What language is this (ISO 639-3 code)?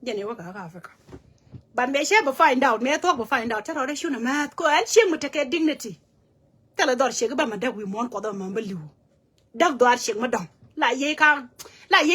nus